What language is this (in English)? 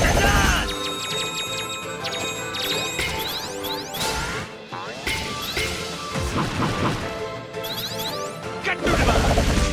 Chinese